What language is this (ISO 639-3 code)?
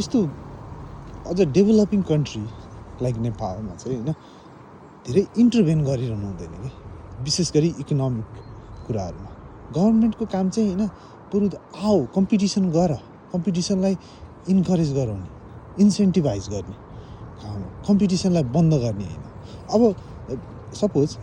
nep